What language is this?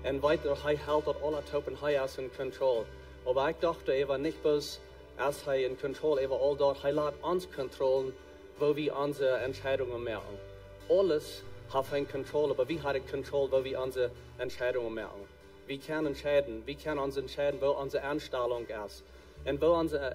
Plautdietsch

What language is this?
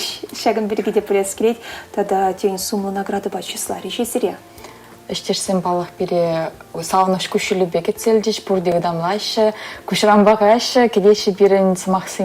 Chuvash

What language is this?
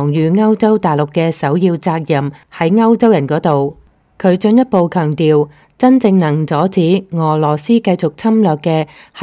Cantonese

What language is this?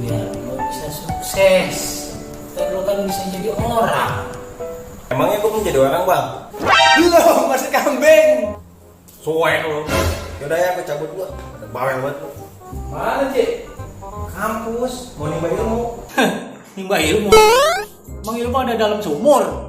Betawi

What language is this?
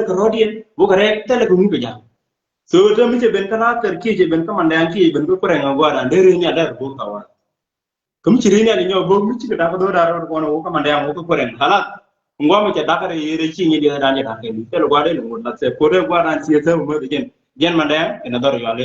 Nuer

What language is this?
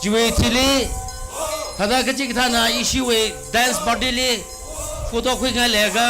Tangkhul Naga (India)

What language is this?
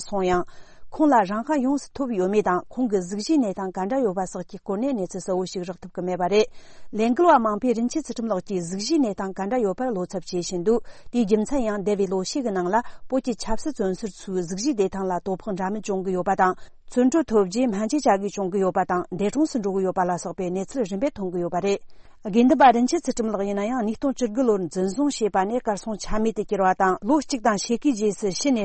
Tibetan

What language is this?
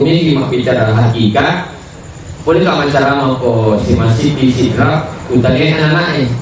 Buginese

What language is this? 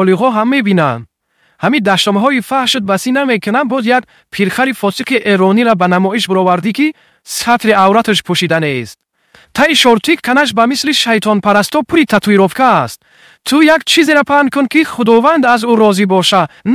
Tajik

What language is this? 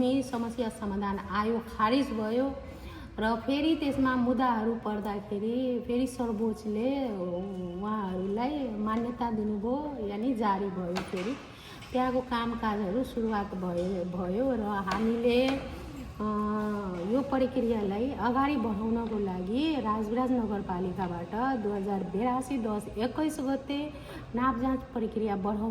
Nepali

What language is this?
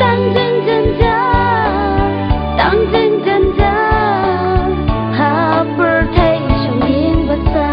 Khasi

